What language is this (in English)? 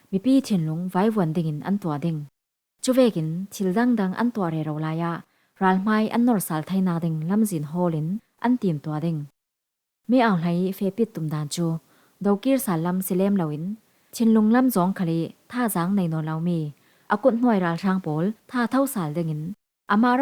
Falam Chin